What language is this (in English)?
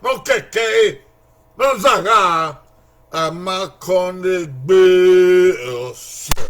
Bini